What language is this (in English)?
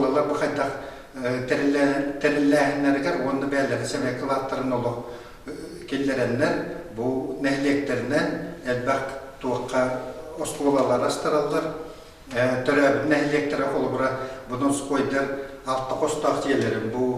Yakut